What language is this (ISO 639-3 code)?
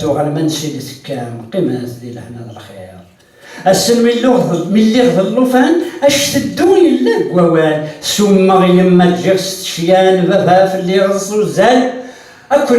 kab